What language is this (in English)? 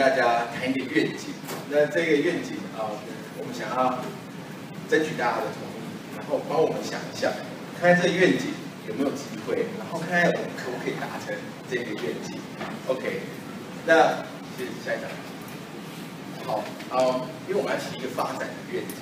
Chinese